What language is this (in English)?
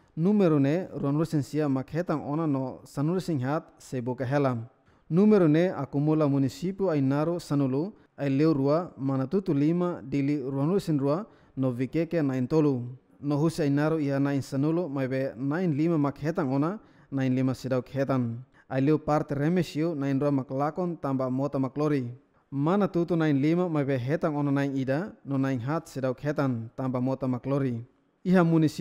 Tetum